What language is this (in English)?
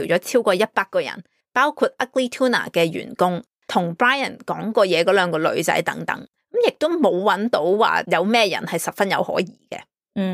Cantonese